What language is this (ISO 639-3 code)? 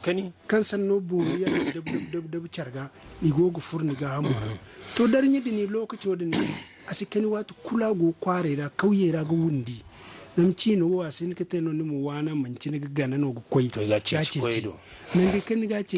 dje